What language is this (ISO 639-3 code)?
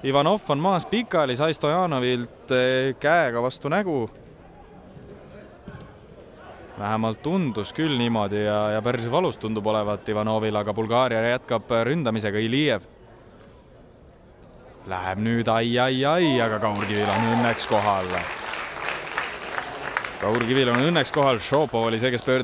est